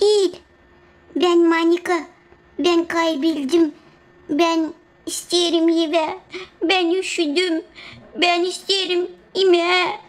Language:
Gagauz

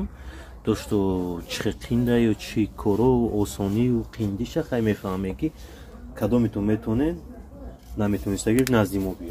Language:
Tajik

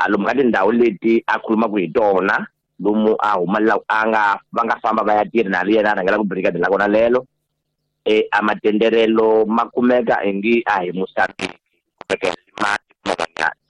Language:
Tsonga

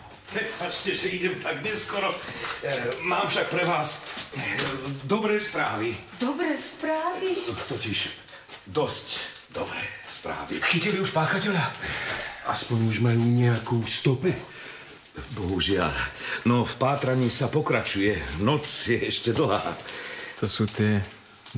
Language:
Slovak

